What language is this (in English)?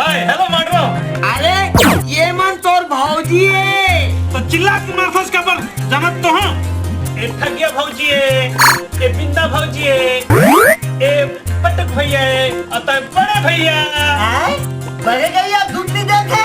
Chhattisgarhi